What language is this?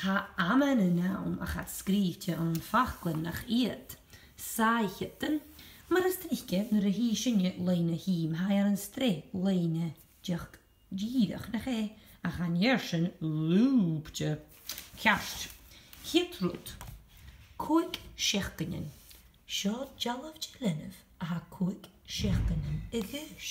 Scottish Gaelic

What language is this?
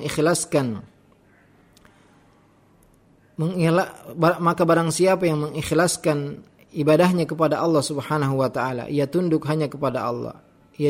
Indonesian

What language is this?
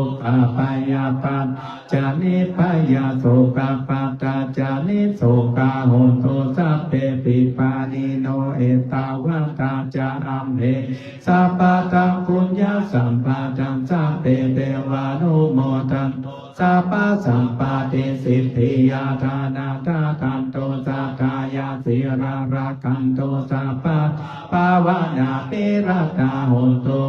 Pali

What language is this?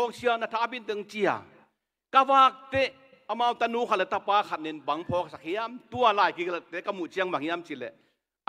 Tedim Chin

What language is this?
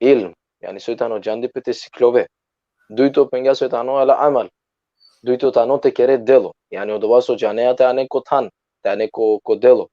Balkan Romani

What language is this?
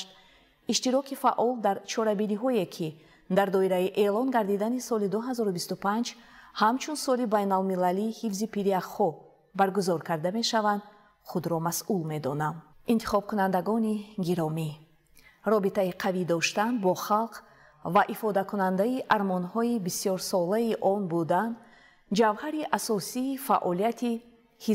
Tajik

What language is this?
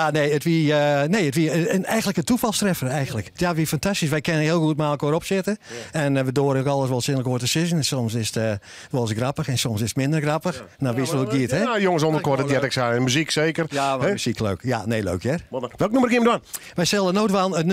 Western Frisian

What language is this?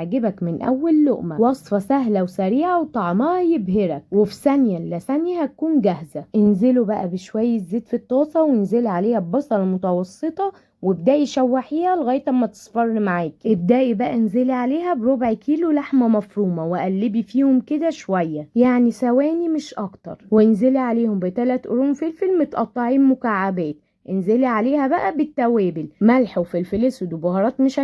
Egyptian Arabic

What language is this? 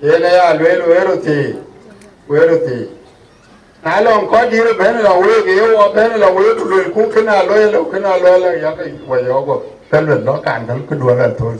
Dinka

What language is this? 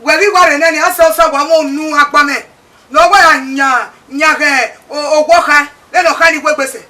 Bini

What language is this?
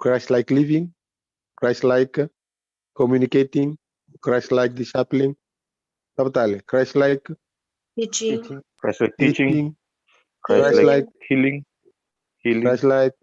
Fijian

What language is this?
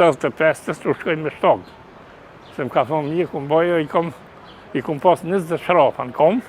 Albanian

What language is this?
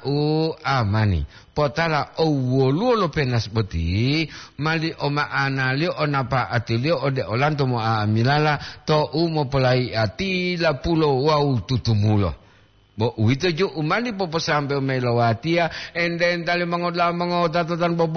Gorontalo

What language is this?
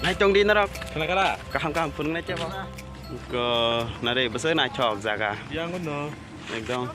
Kok Borok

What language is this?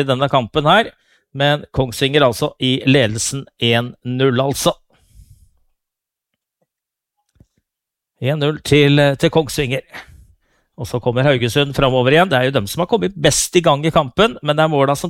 Norwegian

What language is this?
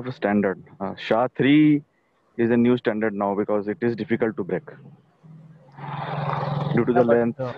English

